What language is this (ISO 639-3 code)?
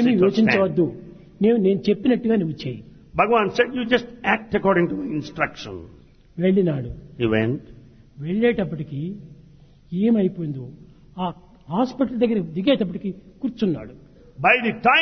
tel